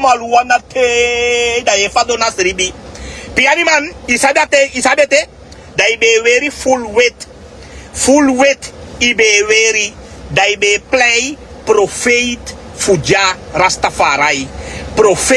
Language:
Sranan Tongo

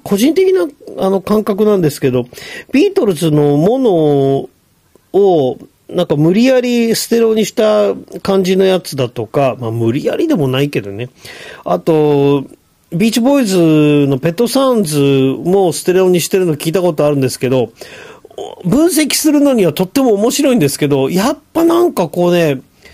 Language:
Japanese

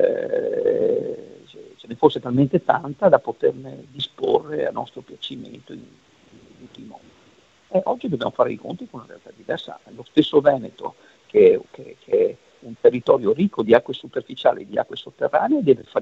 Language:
Italian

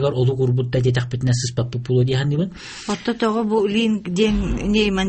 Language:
Yakut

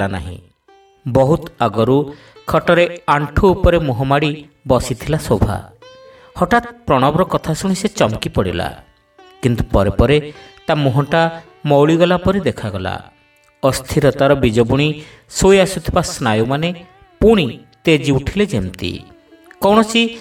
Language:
Odia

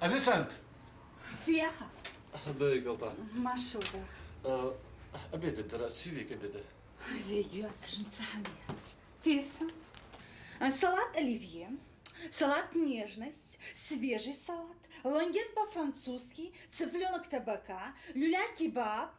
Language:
Ingush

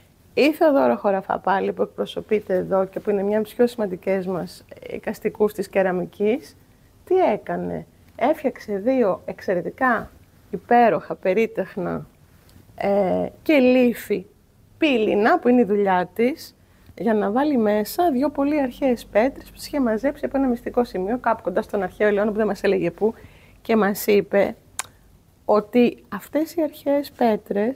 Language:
Greek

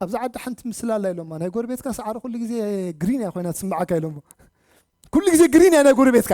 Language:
Tigrinya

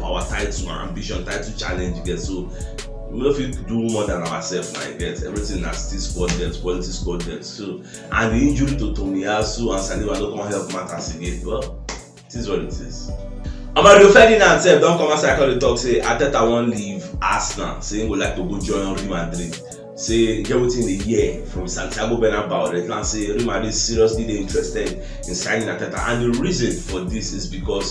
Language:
Nigerian Pidgin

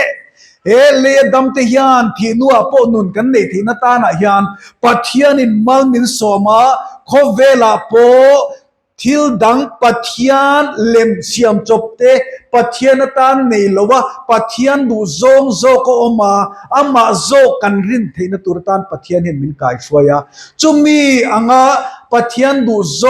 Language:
Mizo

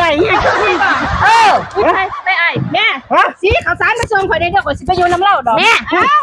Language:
Northeastern Thai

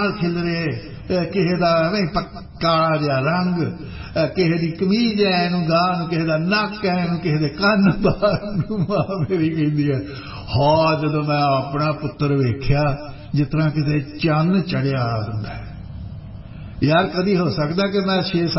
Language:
Punjabi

